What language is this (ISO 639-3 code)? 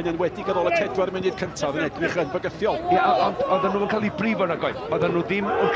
cym